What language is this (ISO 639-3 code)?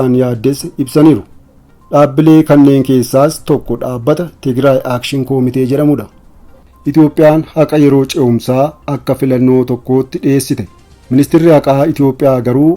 orm